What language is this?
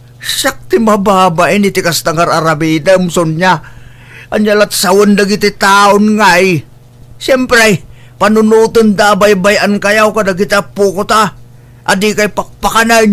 Iloko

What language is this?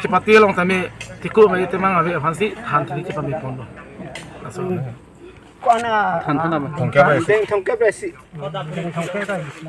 Karbi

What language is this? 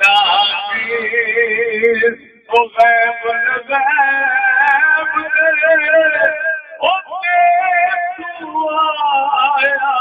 Saraiki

